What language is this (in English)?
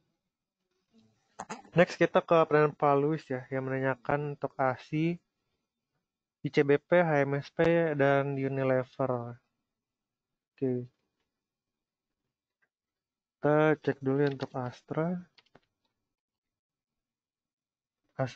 Indonesian